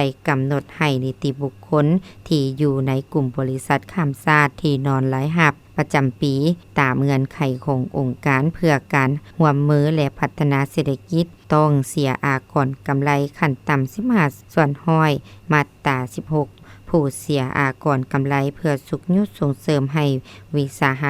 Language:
Lao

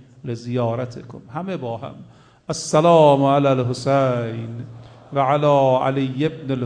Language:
Persian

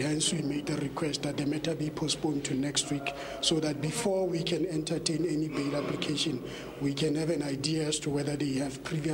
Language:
English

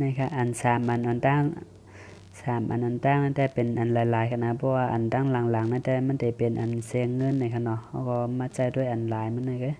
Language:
Shan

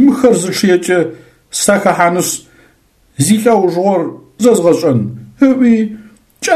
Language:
Adyghe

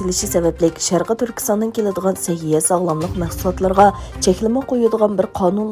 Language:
Uyghur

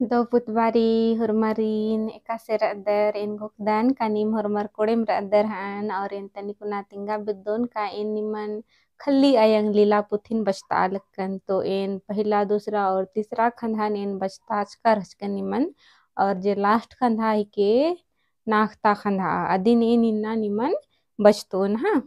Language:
Kurukh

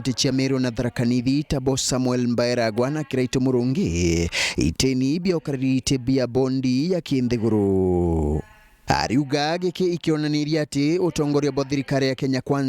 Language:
Meru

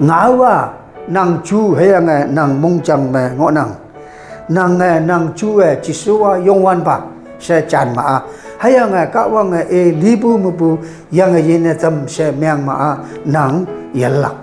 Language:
Konyak Naga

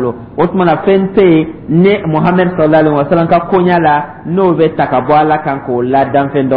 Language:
Dyula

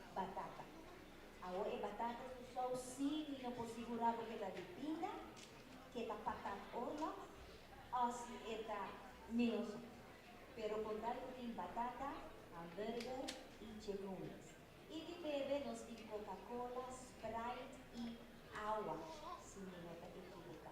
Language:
Papiamento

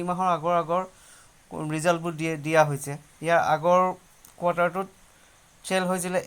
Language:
Assamese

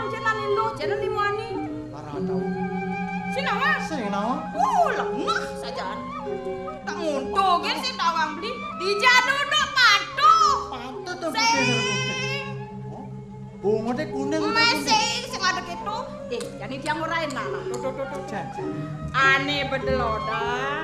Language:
Balinese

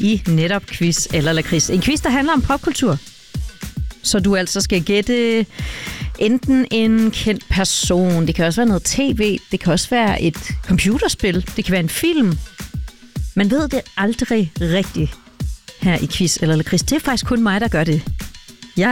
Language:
Danish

